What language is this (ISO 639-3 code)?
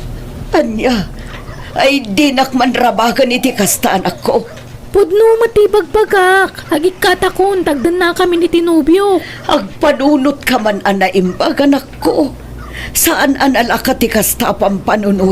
ilo